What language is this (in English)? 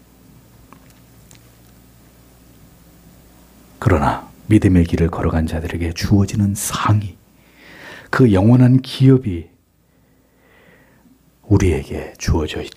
Korean